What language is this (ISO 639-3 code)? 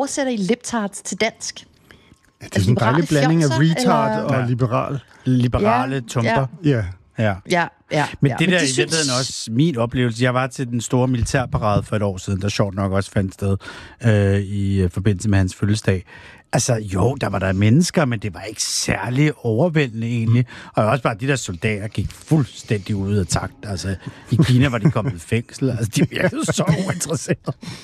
dan